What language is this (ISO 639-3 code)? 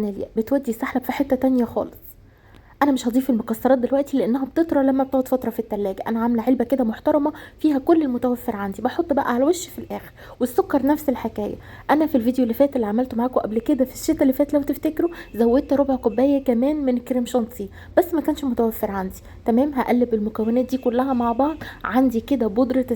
arz